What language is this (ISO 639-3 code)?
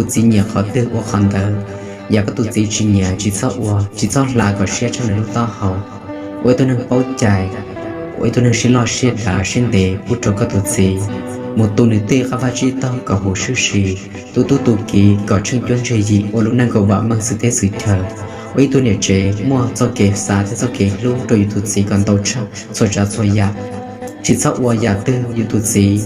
hmn